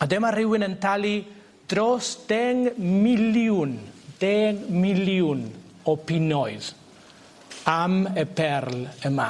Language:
Welsh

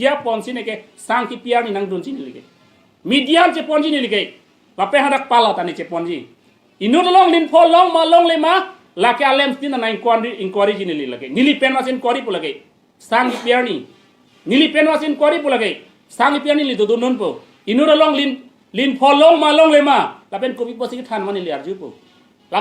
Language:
Karbi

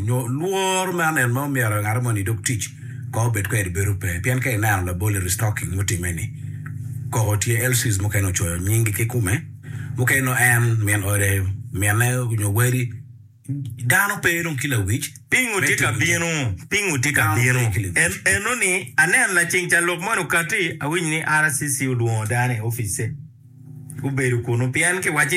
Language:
Acoli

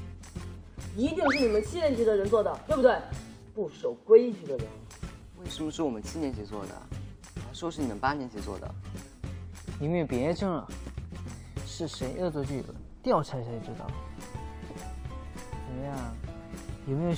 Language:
Chinese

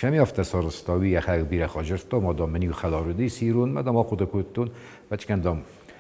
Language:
Ossetic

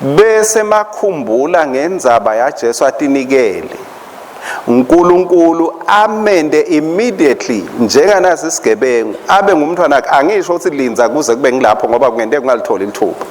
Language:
Swati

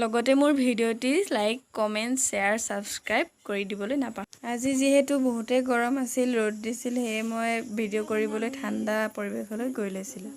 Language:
Assamese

